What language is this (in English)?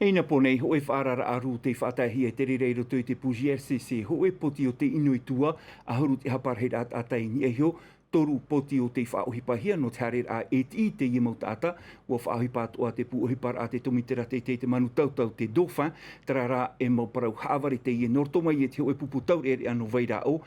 Tahitian